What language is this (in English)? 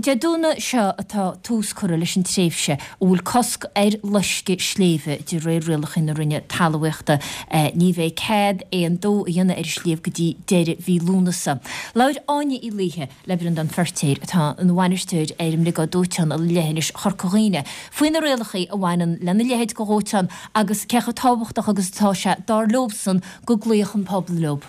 Irish